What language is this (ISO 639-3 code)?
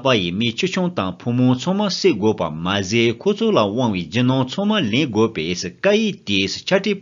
bod